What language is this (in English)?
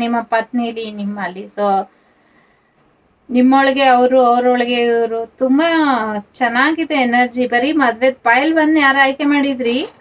Kannada